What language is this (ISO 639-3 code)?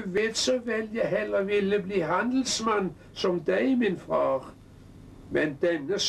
nor